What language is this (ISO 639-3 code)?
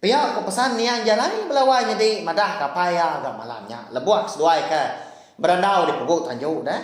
iba